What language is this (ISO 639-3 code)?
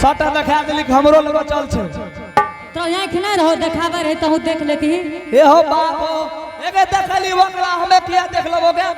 anp